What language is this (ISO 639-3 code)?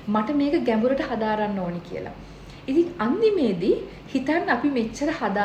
sin